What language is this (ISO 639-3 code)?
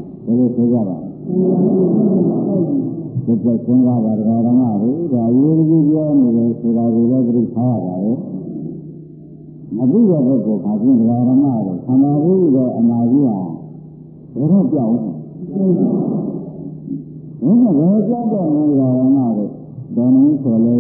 mya